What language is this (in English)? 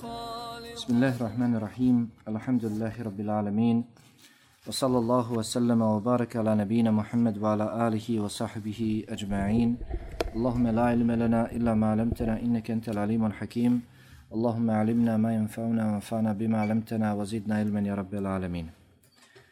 Bosnian